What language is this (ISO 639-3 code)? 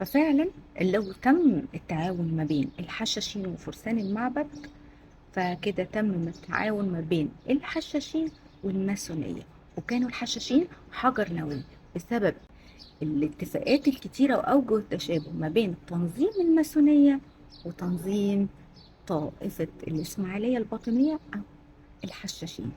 arz